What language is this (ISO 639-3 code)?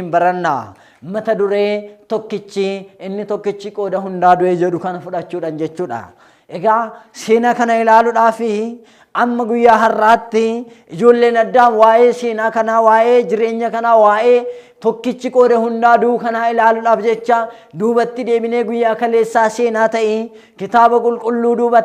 orm